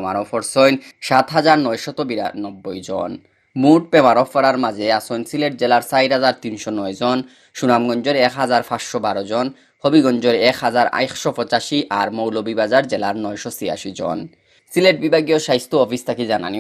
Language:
Sylheti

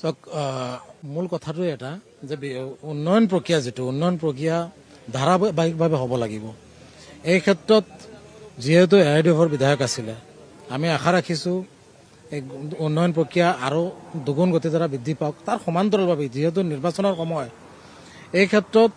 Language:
Assamese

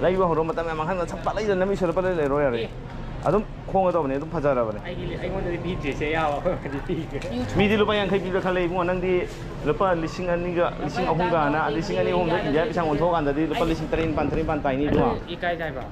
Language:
Manipuri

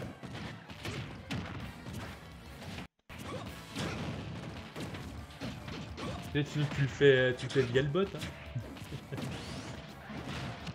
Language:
French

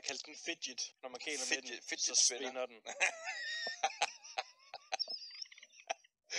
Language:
Danish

